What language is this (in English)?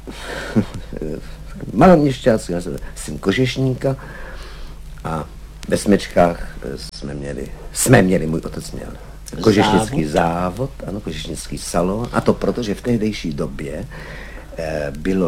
Czech